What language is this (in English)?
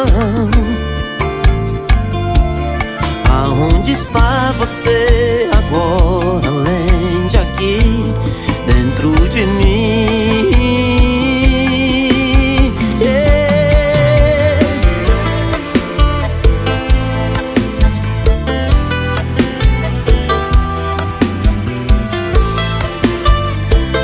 Portuguese